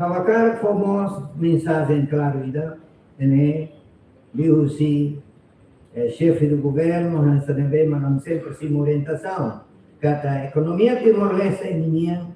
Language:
Tetum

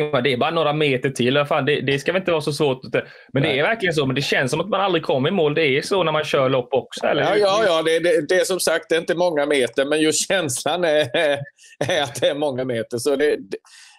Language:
Swedish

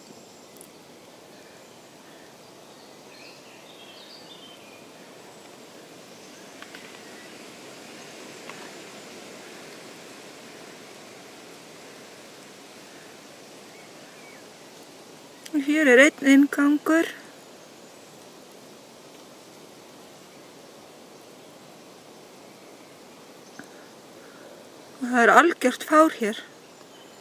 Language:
Icelandic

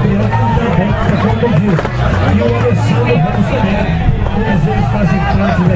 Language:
Portuguese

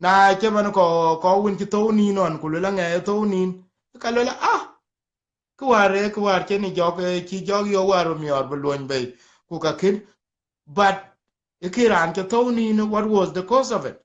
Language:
Dinka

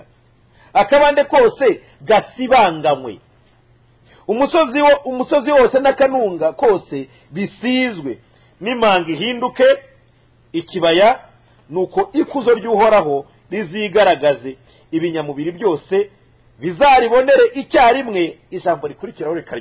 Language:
Kinyarwanda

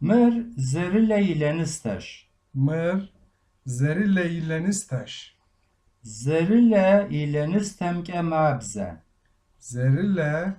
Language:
Kabardian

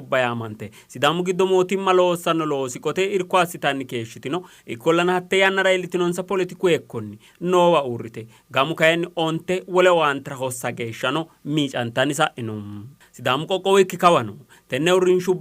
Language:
Sidamo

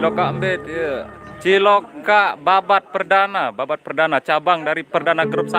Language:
Sasak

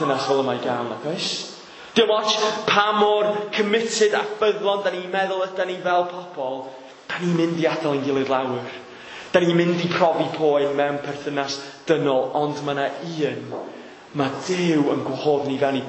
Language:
Welsh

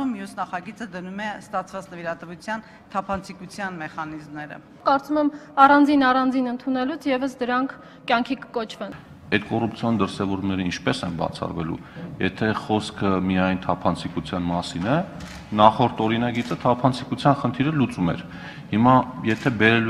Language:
Armenian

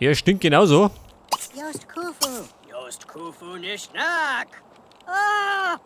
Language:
Bavarian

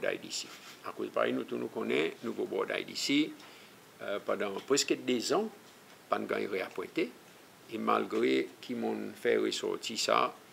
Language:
Seselwa Creole French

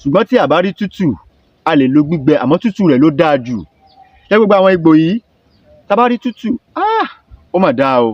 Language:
Yoruba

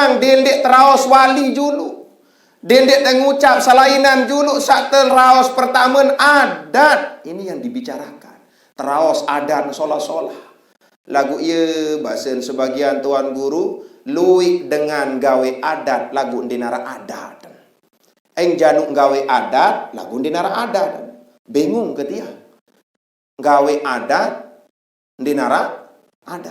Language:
Sasak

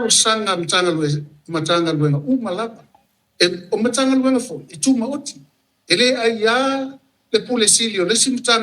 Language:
Samoan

